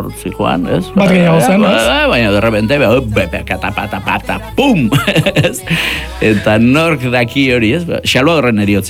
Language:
Basque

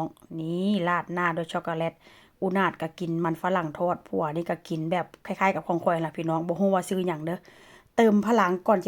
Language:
Northeastern Thai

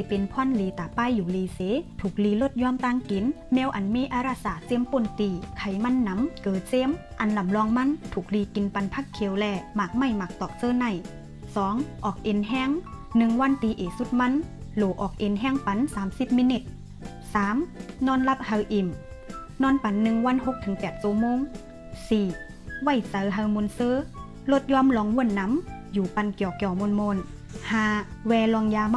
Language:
Shan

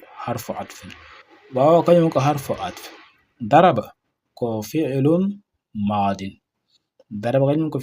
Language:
Fula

